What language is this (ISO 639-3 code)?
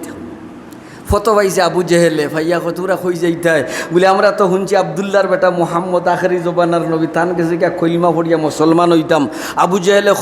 syl